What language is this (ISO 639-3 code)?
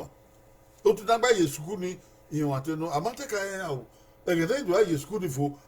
bin